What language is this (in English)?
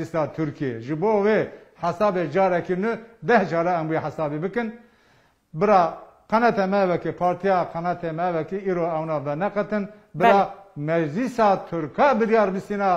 Kurdish